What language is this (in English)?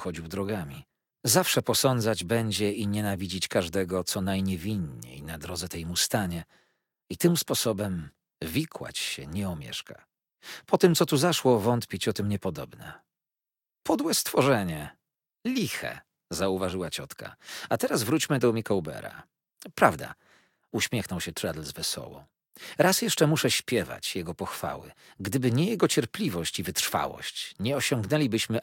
Polish